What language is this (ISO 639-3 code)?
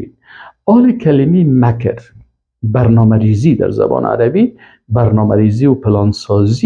fas